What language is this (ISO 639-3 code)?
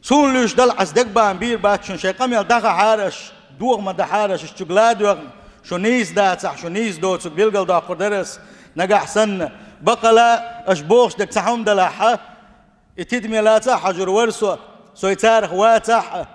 che